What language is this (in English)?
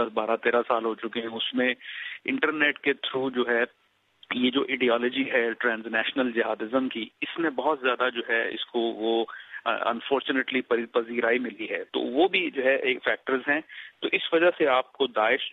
Urdu